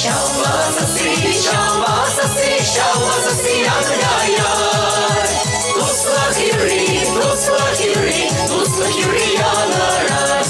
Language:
Chuvash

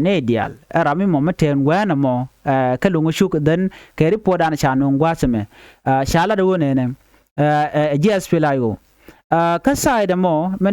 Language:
Nuer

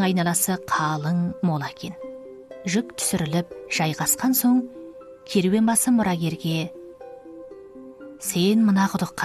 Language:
Kazakh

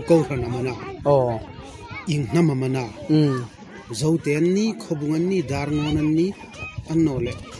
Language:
Hmar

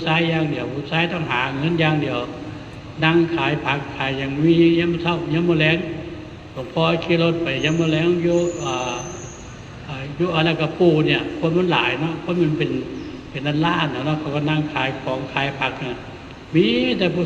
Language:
Northeastern Thai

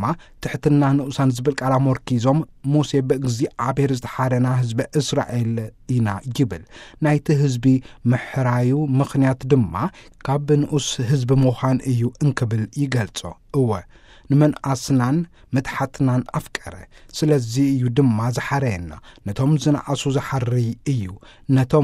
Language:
Tigrinya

